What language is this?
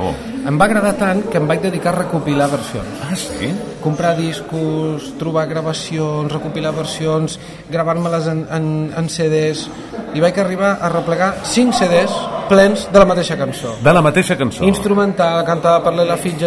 Catalan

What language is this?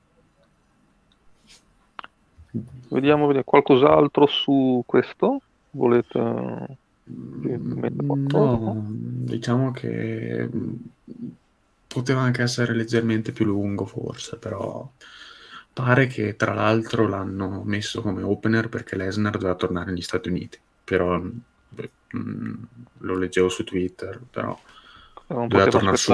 Italian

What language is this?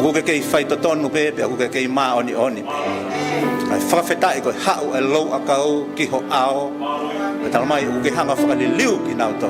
Tongan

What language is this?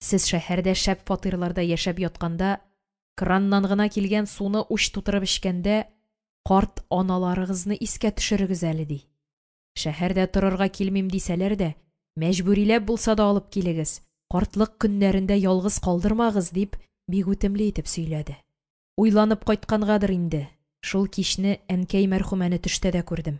Tatar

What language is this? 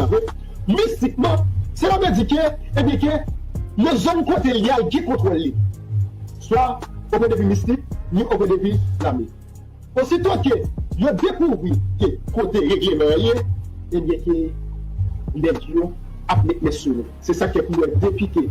Haitian Creole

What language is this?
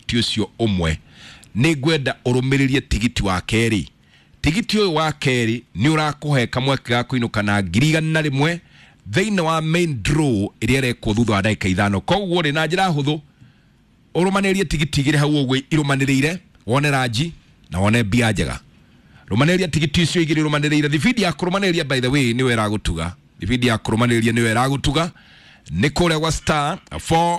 Kikuyu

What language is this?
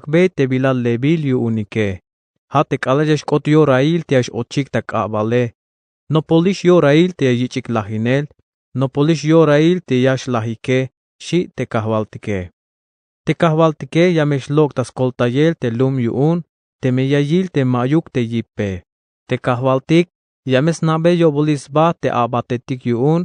Tzeltal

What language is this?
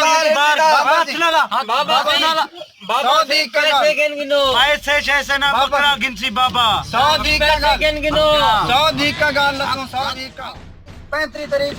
Saraiki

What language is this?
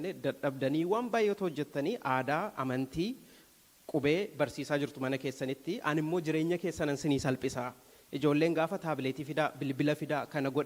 Oromo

